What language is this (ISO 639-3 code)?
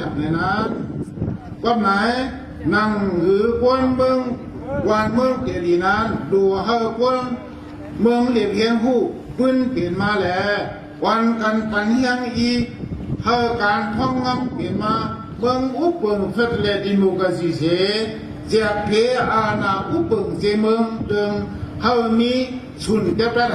shn